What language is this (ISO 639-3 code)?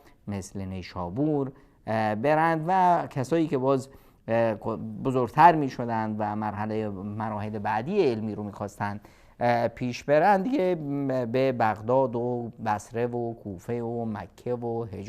fas